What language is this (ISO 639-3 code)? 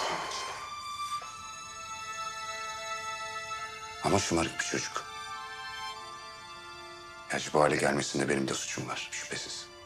tur